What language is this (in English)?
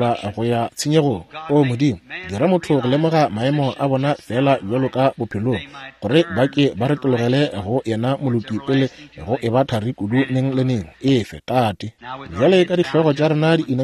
Northern Sotho